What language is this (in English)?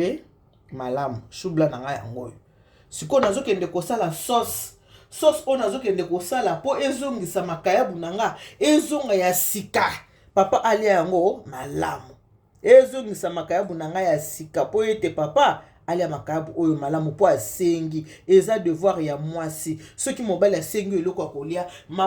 Lingala